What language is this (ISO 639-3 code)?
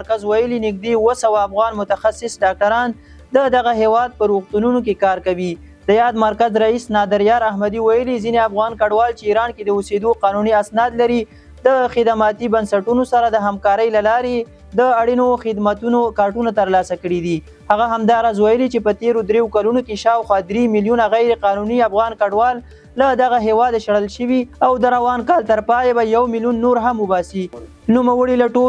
pus